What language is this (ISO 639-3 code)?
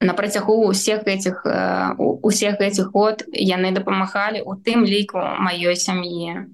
bel